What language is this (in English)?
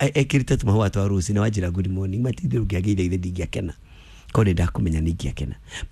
Kikuyu